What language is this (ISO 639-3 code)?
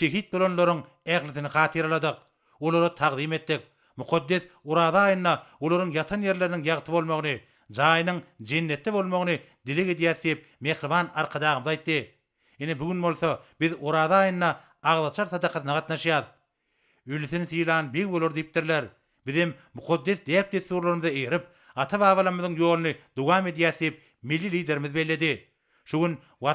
tuk